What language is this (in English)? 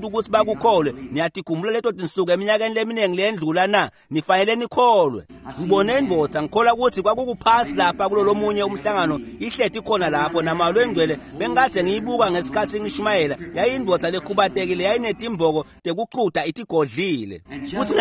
Swati